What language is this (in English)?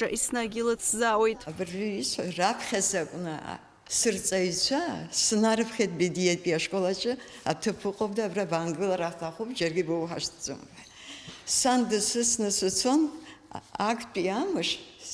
Abkhazian